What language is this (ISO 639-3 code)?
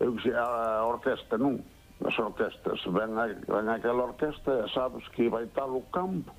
glg